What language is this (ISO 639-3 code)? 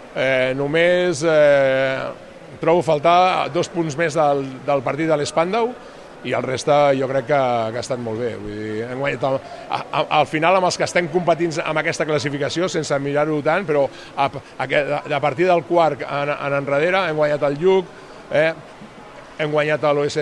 cat